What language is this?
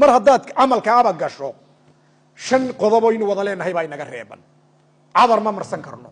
Somali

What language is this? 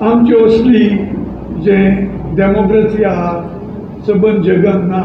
Konkani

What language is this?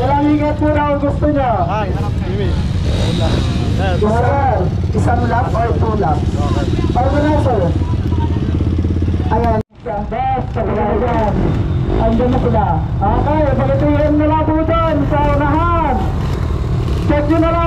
Filipino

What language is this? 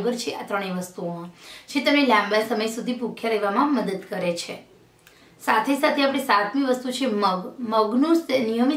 Gujarati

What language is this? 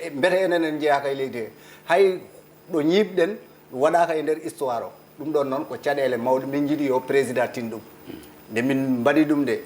Fula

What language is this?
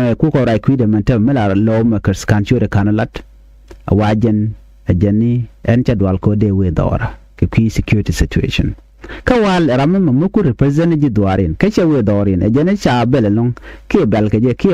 Nuer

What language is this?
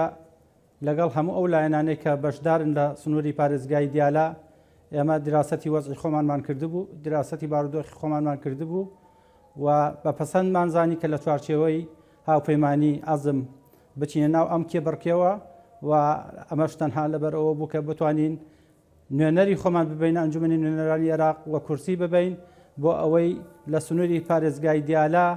Central Kurdish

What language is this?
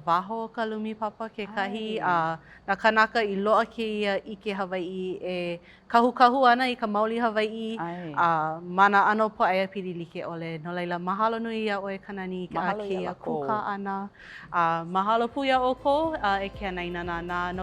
Hawaiian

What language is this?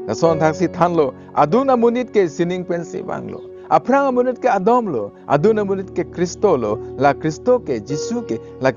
Karbi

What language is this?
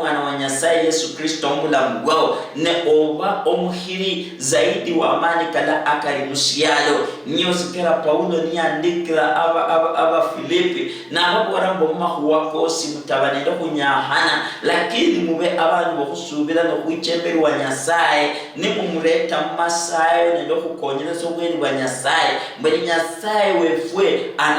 Luyia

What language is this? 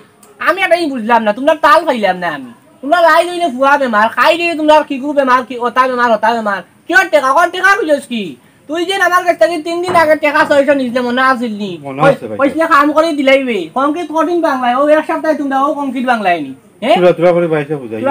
Sylheti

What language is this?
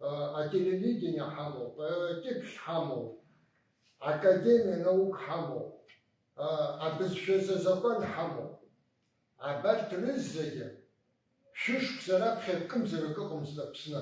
Abkhazian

